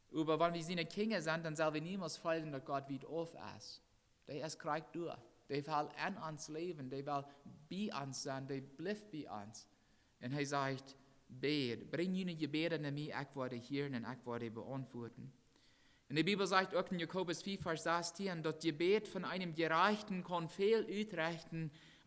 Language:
Plautdietsch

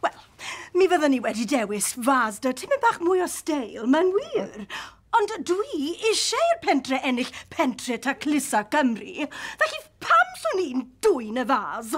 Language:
Welsh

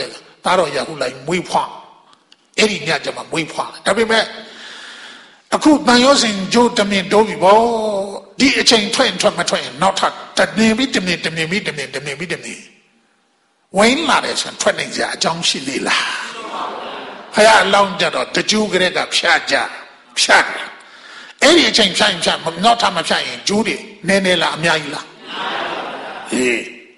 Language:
Burmese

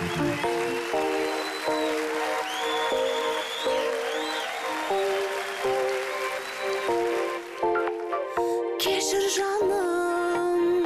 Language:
Kazakh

